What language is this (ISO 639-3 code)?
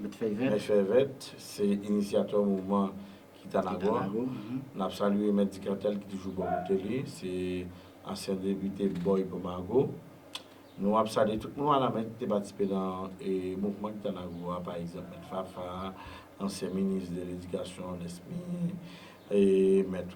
hat